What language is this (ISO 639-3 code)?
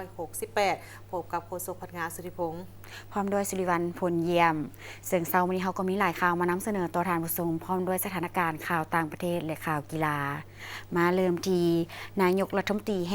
lao